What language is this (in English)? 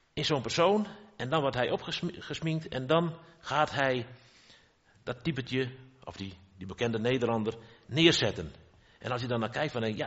Dutch